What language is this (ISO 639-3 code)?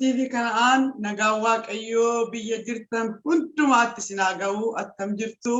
orm